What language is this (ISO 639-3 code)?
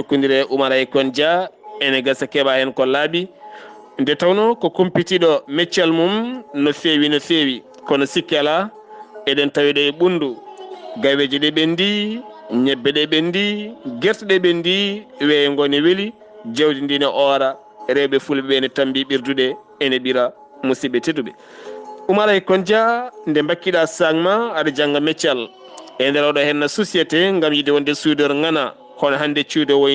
ful